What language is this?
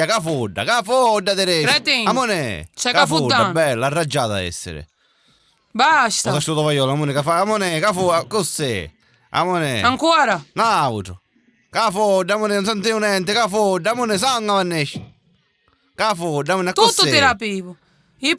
Sicilian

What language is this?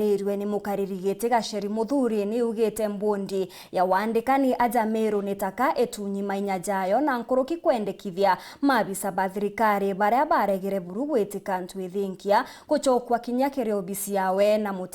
Meru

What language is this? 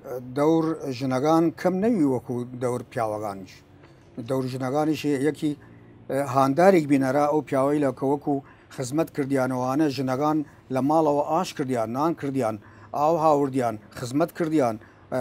Southern Kurdish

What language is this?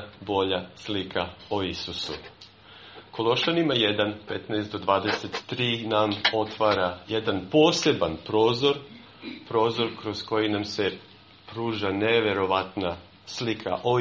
Serbian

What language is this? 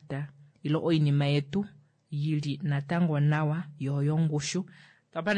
Kuanyama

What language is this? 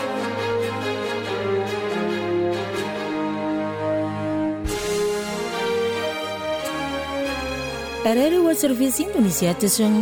Chinese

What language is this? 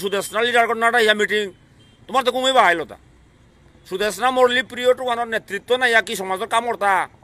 Bishnupriya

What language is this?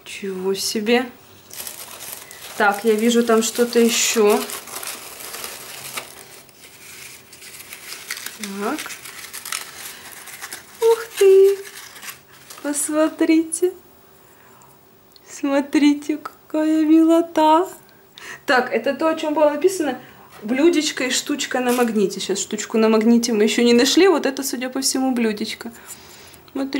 Russian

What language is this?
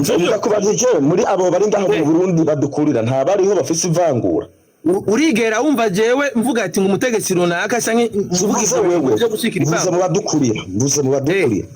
Rundi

